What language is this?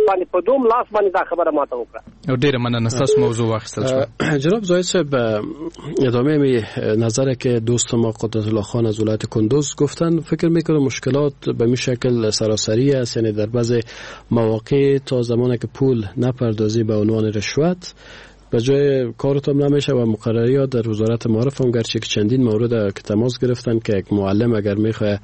Persian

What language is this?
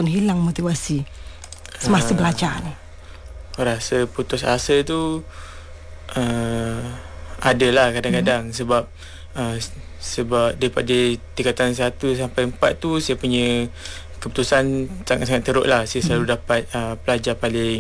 Malay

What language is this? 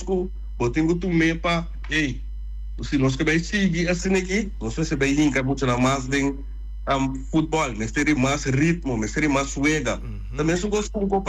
Papiamento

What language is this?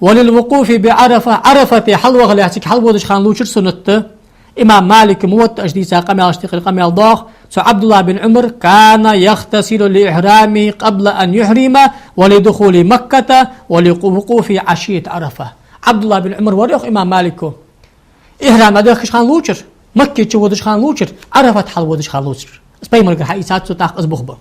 Ingush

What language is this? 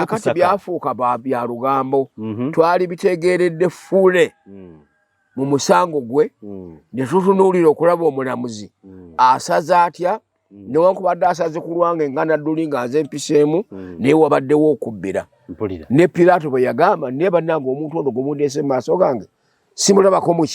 Ganda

